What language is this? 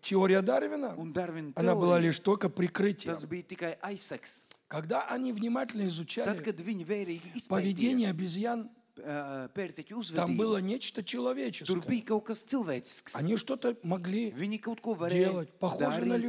Russian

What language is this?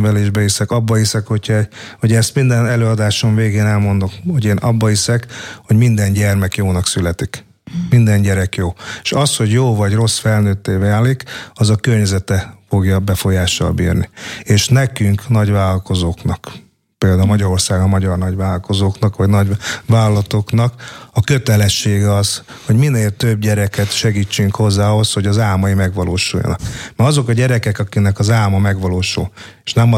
Hungarian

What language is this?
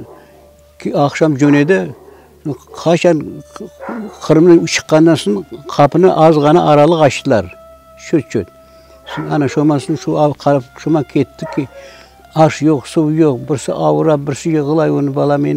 Crimean Tatar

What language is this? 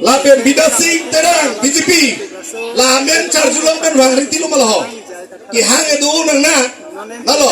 Karbi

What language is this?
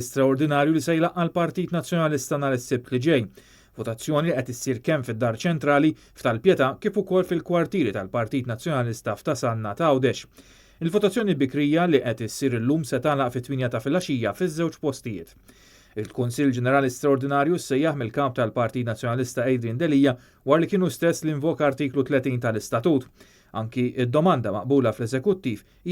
Maltese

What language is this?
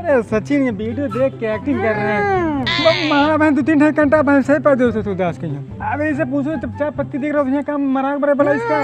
Awadhi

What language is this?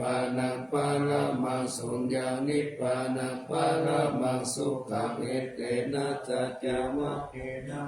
Pali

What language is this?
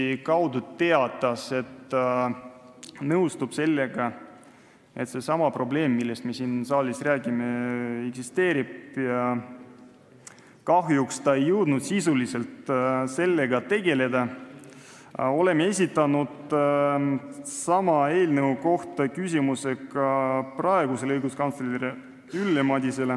Estonian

